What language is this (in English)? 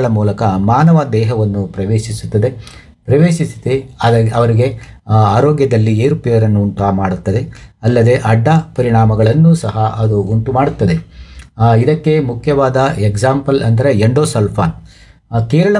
Kannada